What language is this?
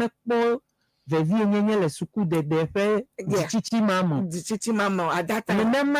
Ewe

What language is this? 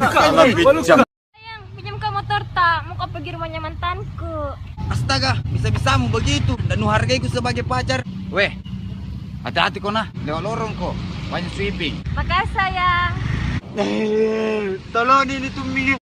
Makassar Malay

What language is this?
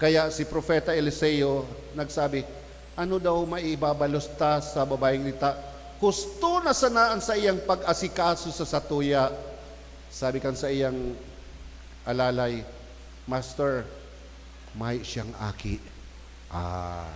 Bikol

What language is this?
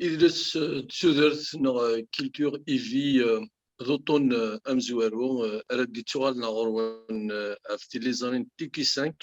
Kabyle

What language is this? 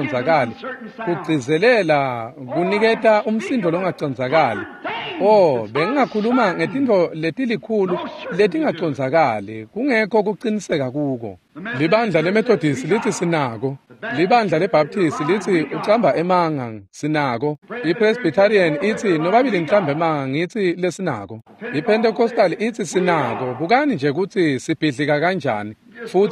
Swati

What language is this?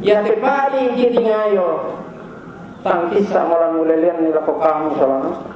Toraja-Sa'dan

